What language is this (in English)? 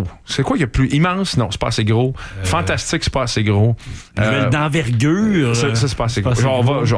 French